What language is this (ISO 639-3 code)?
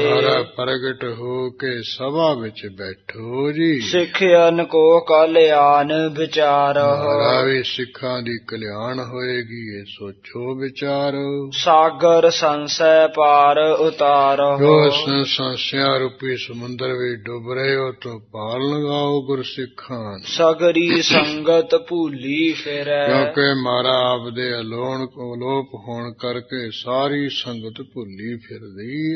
pan